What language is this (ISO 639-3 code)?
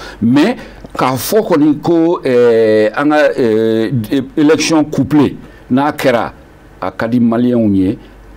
bam